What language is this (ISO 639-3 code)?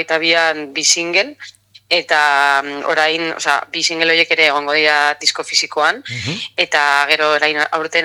eus